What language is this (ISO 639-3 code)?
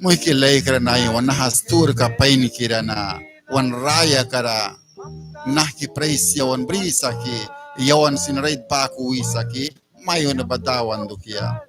miq